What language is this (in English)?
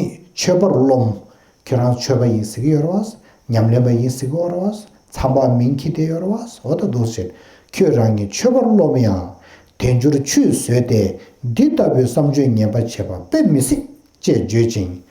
Tibetan